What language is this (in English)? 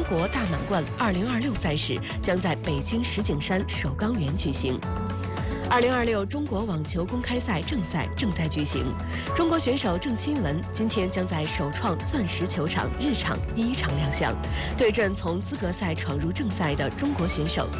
Chinese